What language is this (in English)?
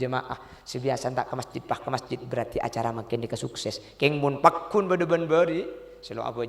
Madurese